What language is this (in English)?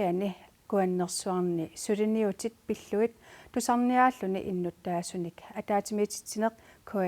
Kalaallisut